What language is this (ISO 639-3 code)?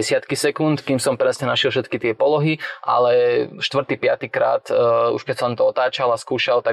slk